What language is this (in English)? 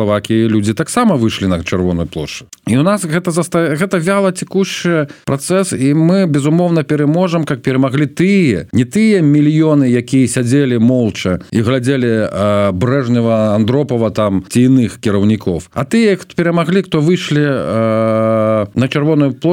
Belarusian